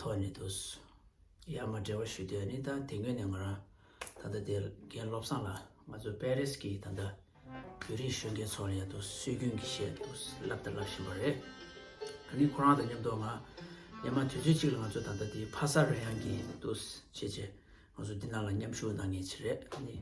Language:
Tibetan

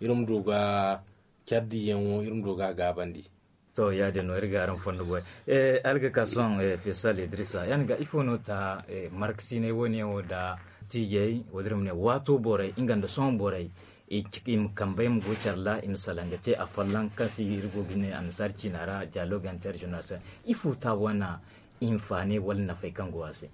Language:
Zarma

